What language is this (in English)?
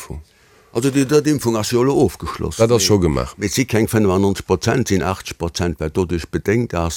Luxembourgish